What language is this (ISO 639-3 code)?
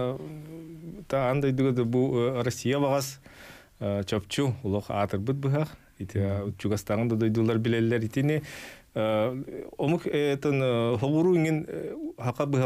sah